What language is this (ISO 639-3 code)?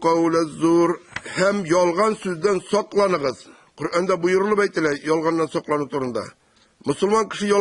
tat